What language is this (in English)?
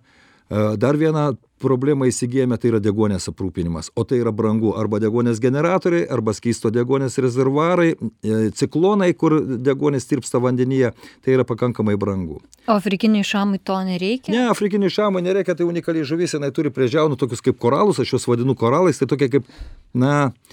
Lithuanian